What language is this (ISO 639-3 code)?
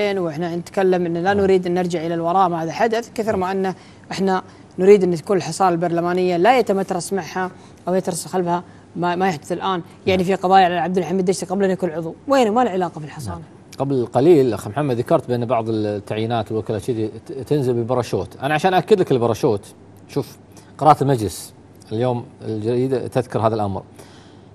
afb